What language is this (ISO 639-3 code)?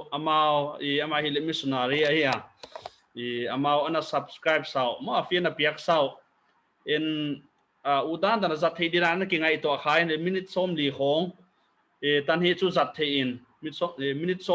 pck